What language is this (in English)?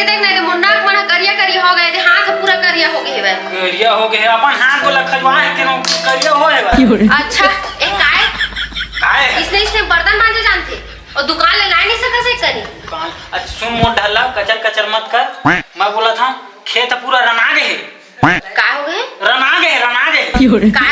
Chhattisgarhi